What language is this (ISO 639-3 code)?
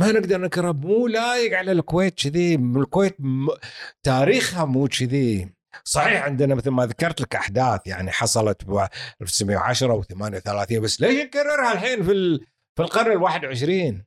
afb